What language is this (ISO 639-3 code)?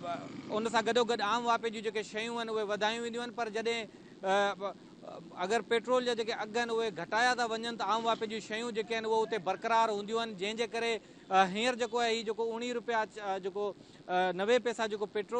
snd